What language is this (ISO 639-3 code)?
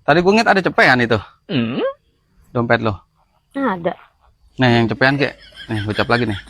bew